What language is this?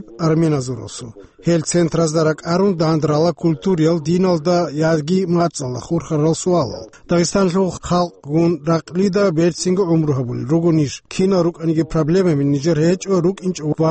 Avaric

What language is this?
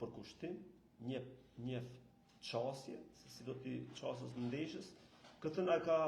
Albanian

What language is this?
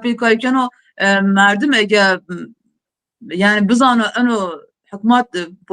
Zaza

